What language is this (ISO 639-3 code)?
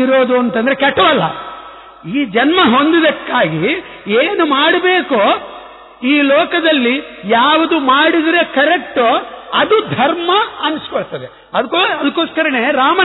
kan